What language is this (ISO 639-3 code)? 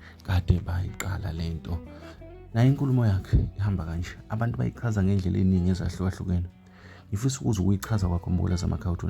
zul